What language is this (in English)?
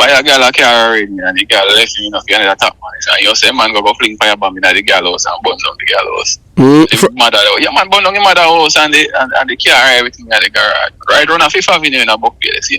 Jamaican Creole English